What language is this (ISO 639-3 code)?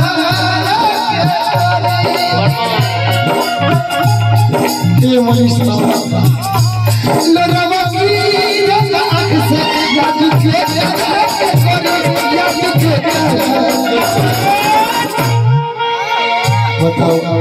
bho